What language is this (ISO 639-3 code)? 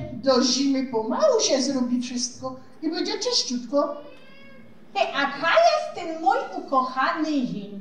szl